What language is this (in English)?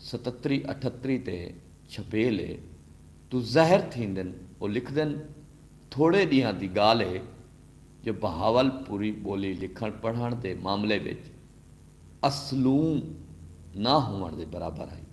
Saraiki